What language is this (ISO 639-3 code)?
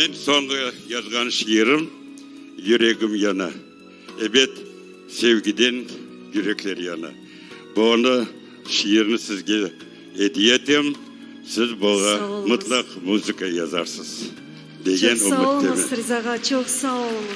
crh